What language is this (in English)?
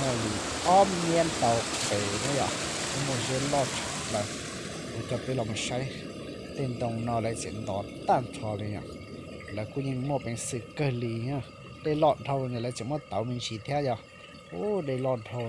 Hmong